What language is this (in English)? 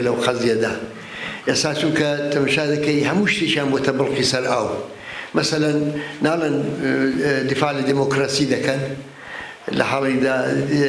Central Kurdish